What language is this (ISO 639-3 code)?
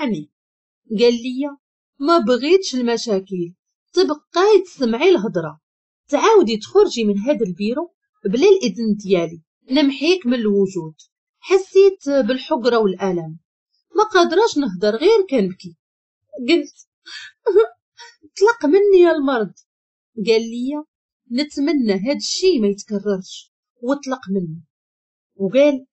ary